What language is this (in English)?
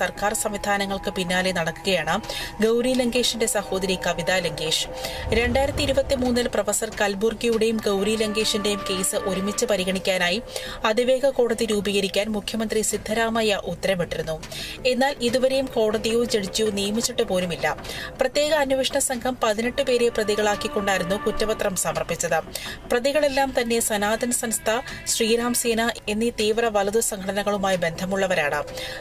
Malayalam